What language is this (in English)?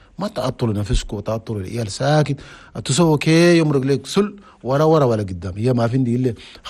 Chadian Arabic